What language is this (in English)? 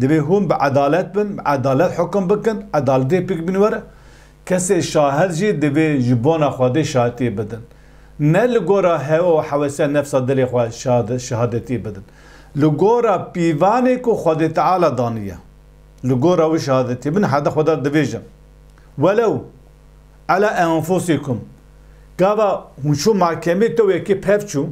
Kurdish